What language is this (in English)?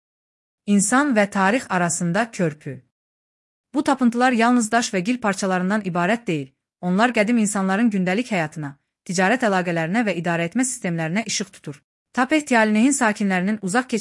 Azerbaijani